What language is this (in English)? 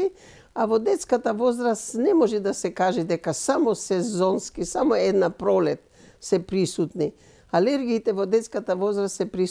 Macedonian